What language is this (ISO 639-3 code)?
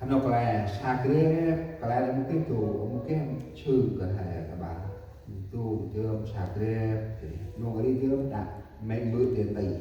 cmo